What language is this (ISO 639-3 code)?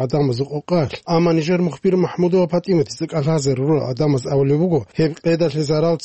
ava